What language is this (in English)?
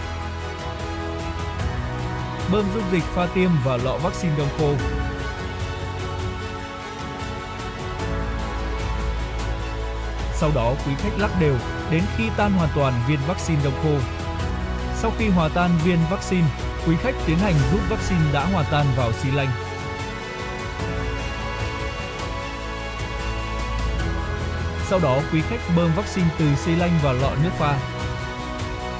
Vietnamese